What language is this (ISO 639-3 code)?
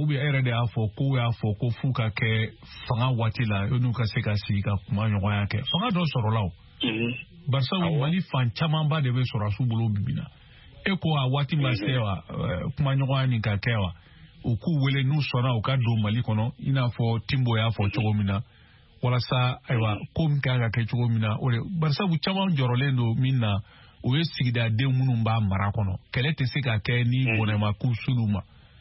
bam